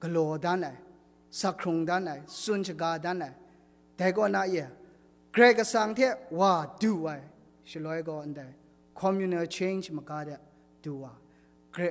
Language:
Kachin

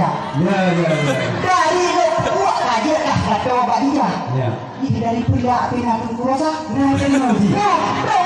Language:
Achinese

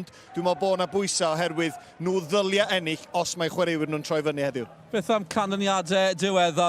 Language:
Welsh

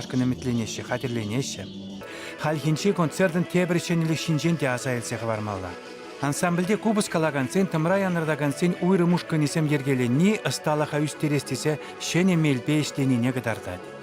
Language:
Chuvash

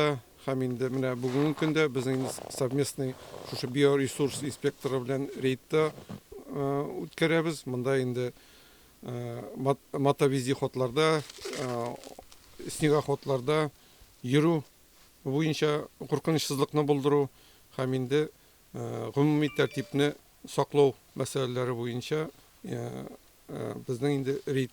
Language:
Tatar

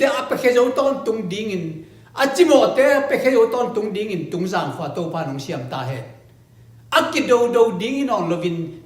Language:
Tedim Chin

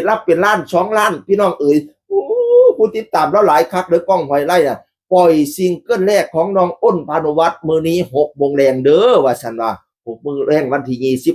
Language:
Northeastern Thai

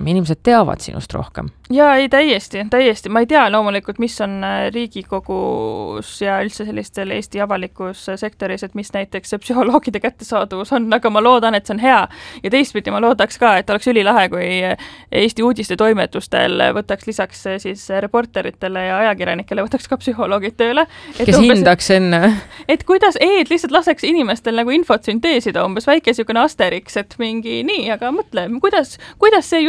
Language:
Estonian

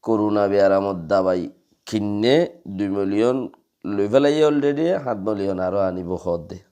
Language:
Rohingya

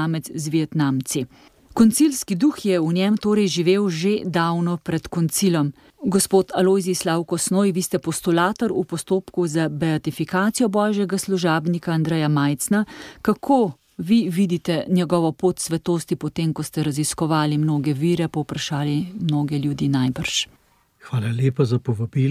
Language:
Slovenian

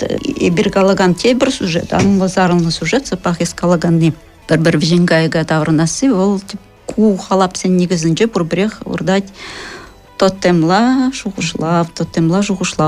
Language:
Chuvash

